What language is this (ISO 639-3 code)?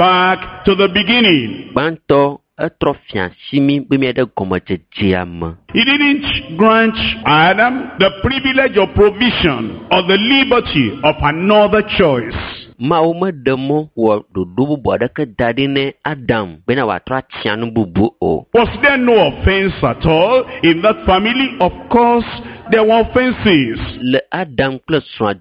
ewe